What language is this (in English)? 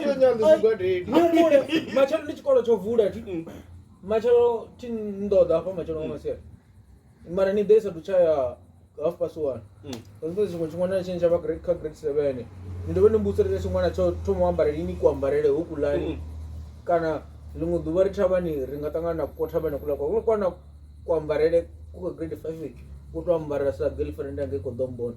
Venda